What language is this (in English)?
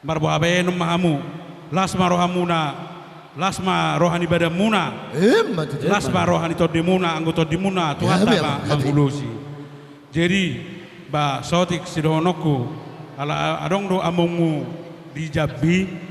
Batak Toba